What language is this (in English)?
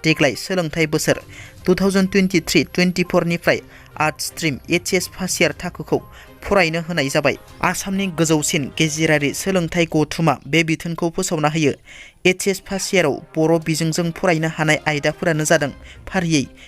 Bodo